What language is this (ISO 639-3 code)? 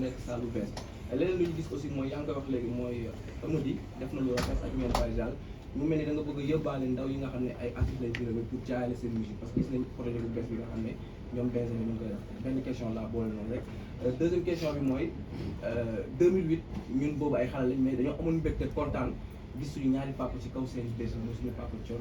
wol